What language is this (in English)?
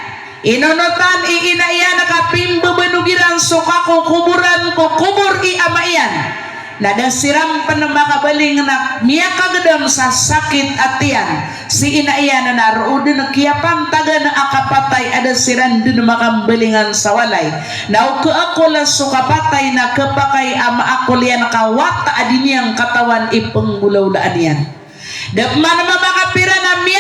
Maranao